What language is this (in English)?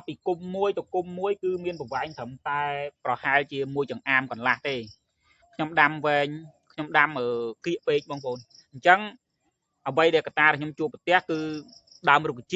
Khmer